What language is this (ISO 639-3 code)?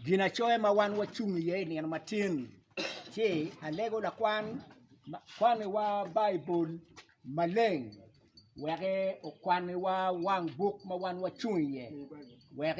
ach